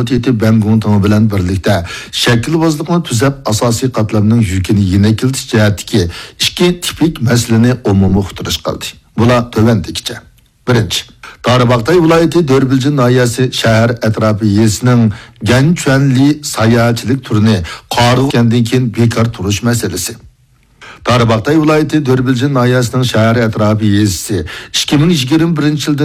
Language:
Uyghur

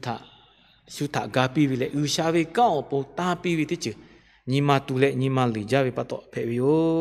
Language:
Lahu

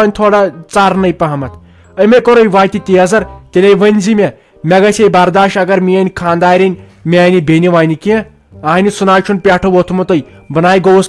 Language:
Kashmiri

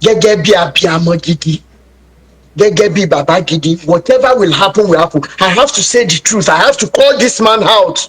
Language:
Yoruba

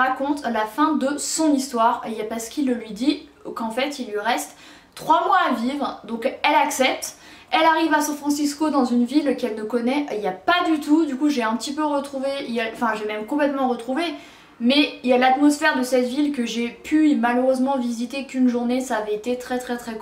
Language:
French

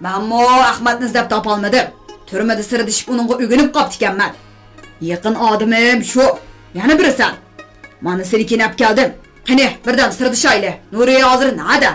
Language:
Uyghur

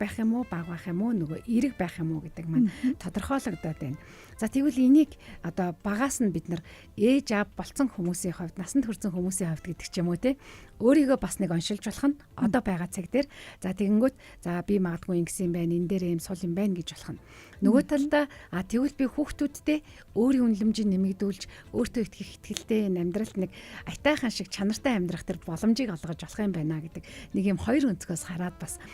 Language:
Mongolian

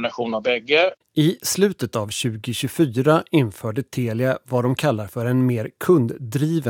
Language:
Swedish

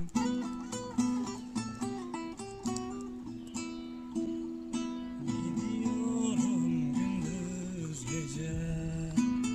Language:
Turkish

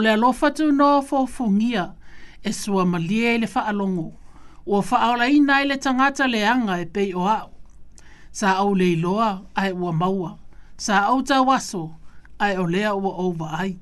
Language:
Samoan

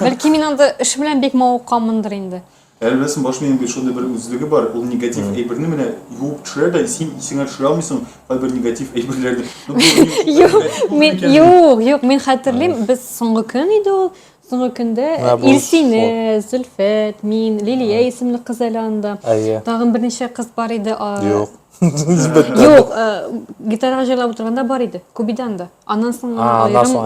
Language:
Tatar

